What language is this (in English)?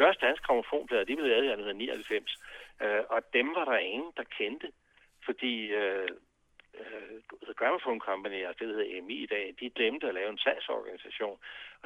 Danish